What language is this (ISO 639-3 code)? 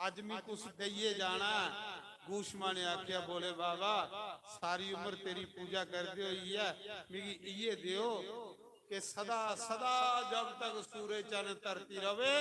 doi